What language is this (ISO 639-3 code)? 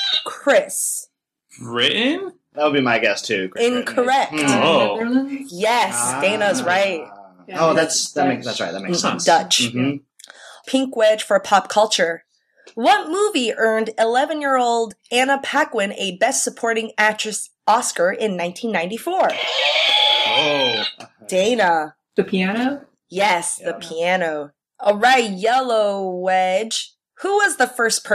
eng